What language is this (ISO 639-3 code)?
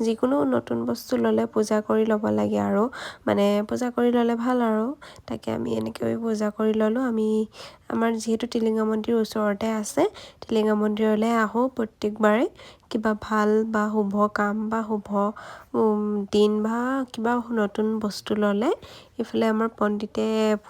asm